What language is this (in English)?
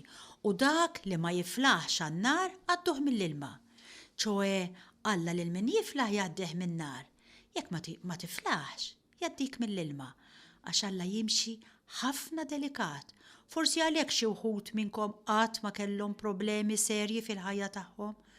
Maltese